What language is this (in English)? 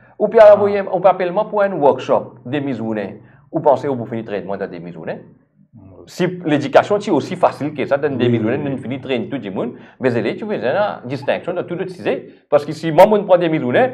Morisyen